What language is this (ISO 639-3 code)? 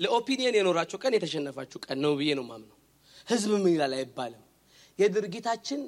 amh